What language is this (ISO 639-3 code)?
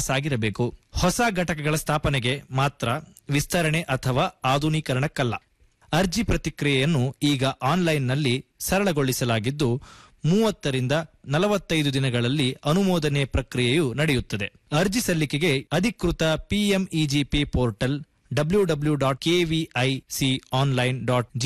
kan